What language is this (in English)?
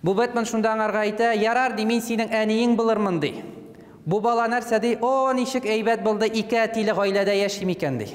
Tatar